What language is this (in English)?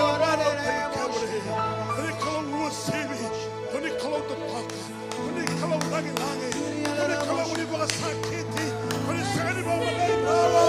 Fijian